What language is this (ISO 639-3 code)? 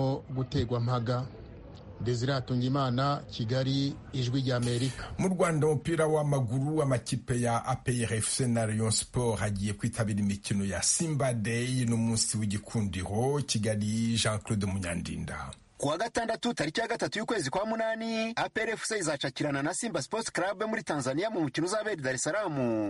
kin